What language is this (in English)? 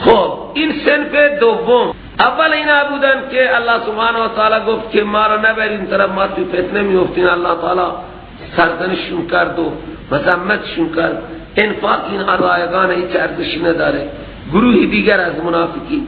Persian